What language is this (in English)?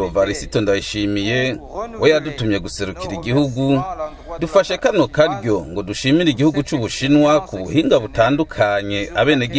Rundi